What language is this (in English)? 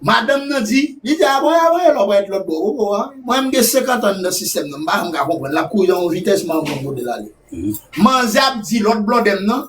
Haitian Creole